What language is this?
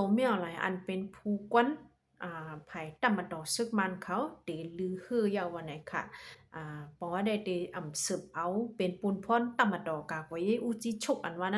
Shan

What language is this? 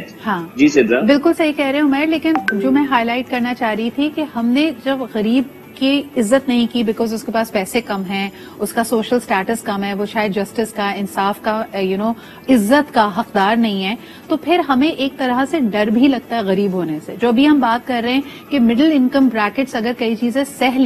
Urdu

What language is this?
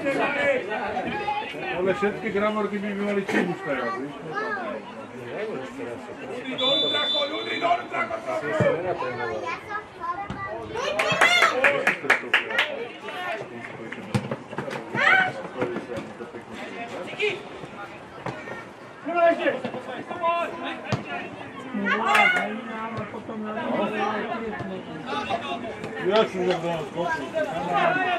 Slovak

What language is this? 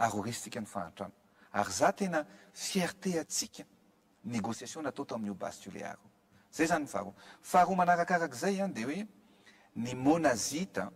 Malagasy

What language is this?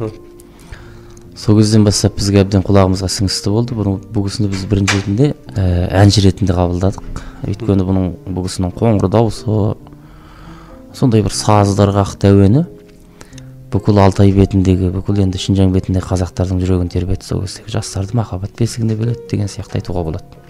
Kazakh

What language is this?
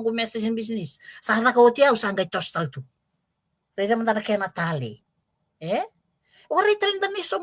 Fijian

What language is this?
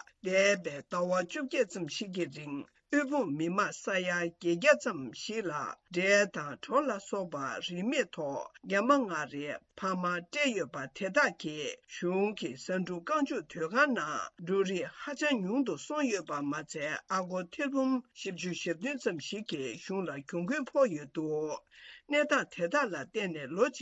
Tibetan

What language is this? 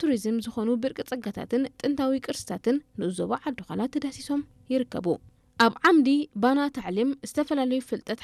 Tigrinya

